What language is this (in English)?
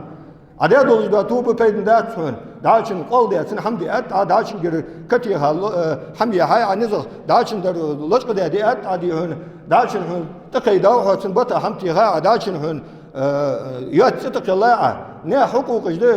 Ingush